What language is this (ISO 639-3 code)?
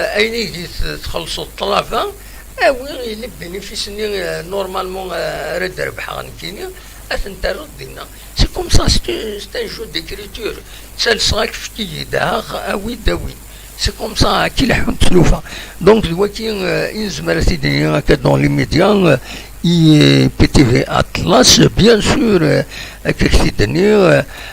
kab